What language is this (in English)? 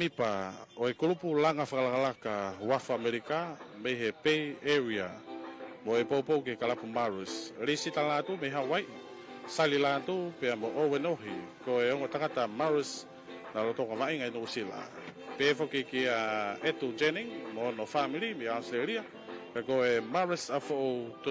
Tongan